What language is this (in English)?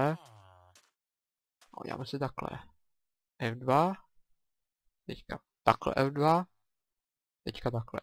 Czech